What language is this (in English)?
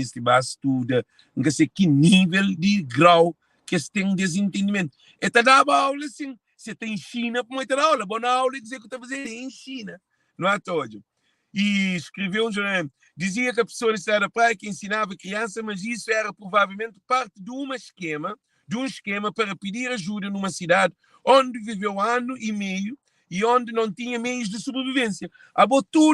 Kabuverdianu